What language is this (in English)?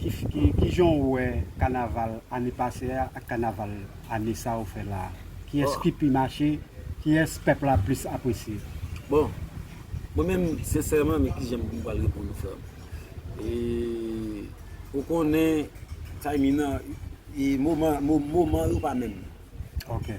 Haitian Creole